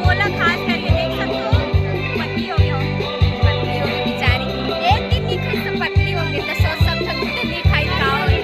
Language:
Chhattisgarhi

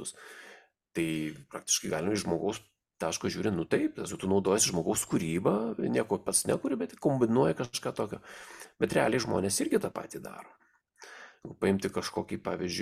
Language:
Lithuanian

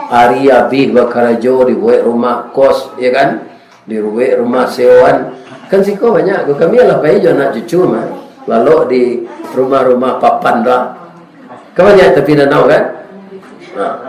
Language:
Minangkabau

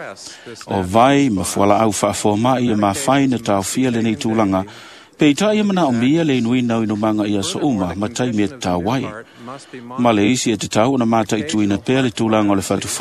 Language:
Samoan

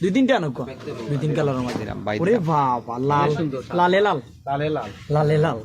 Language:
Sylheti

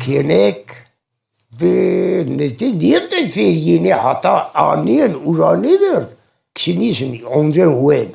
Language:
Zaza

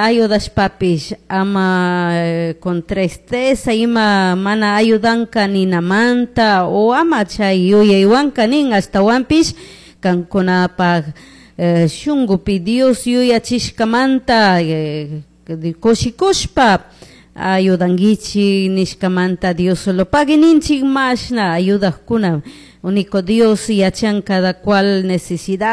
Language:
Chimborazo Highland Quichua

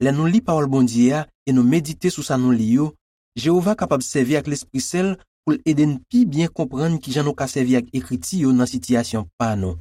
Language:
Haitian Creole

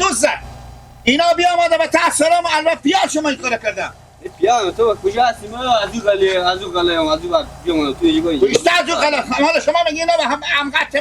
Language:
Persian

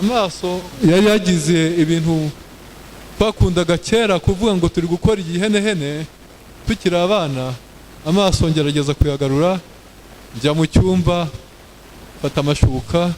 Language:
Kinyarwanda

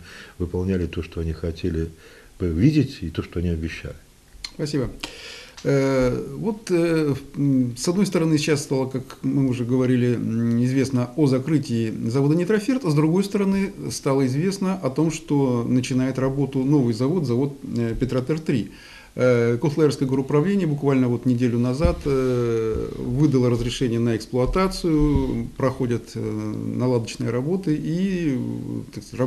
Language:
Russian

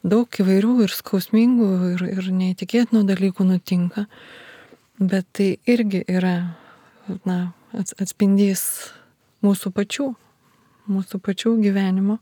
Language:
Lithuanian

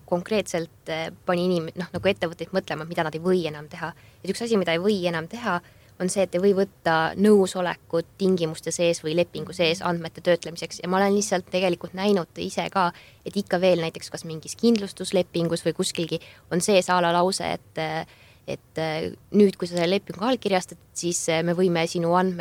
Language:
Estonian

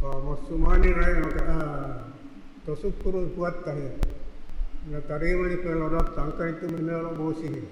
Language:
Buginese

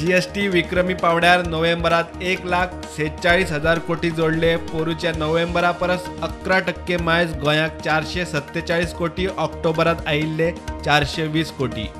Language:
Konkani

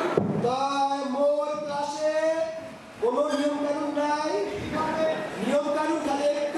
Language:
Bangla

